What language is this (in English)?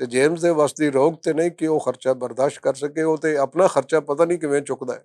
Western Panjabi